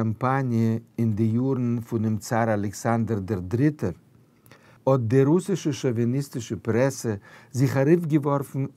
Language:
Yiddish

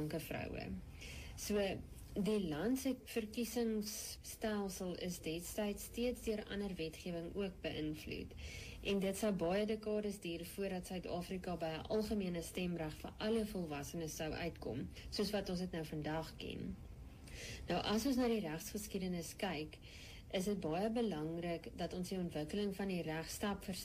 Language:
Afrikaans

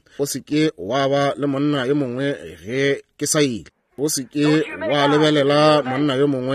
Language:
Northern Sotho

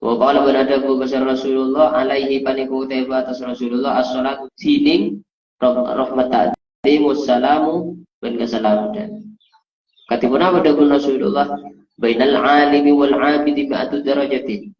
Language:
Madurese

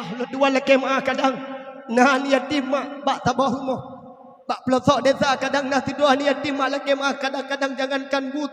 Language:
Achinese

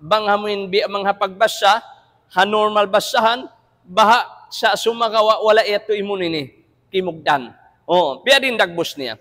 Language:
Tausug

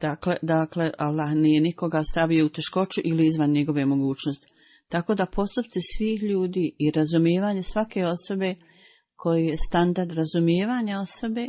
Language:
Bosnian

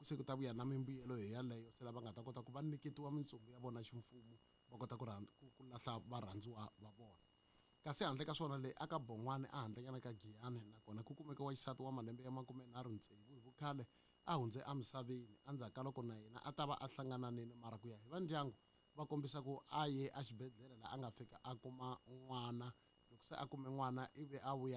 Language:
Tsonga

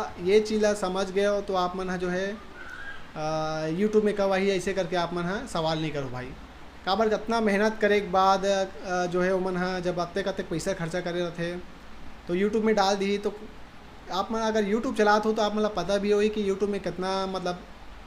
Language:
Chhattisgarhi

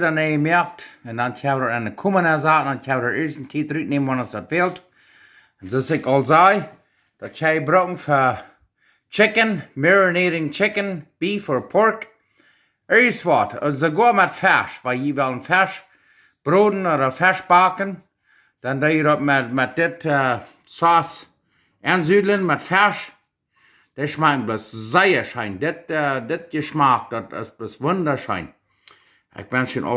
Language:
Plautdietsch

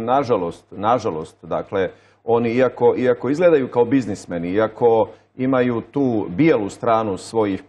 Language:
Bosnian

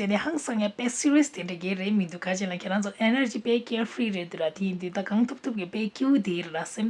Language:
Tibetan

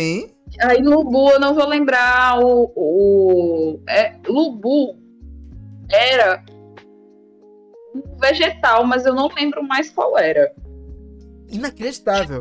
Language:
Portuguese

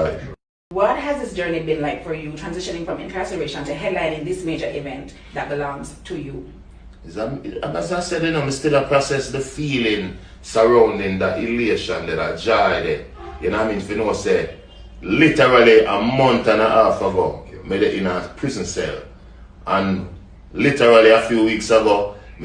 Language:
Jamaican Creole English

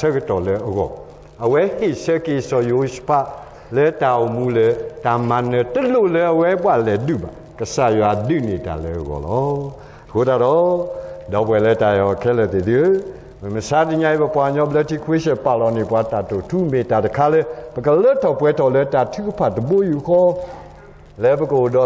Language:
S'gaw Karen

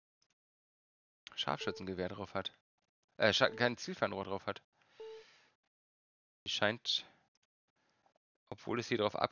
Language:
German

